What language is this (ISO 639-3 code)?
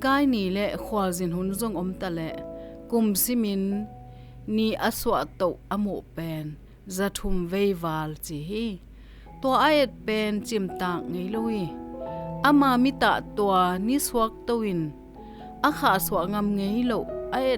ctd